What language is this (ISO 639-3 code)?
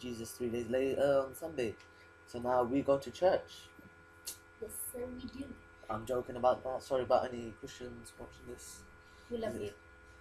eng